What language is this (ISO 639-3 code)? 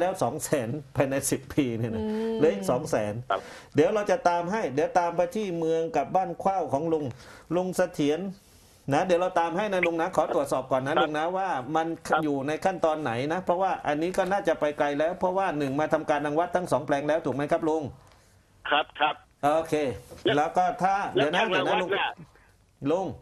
tha